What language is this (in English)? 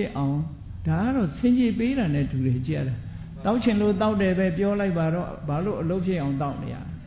Burmese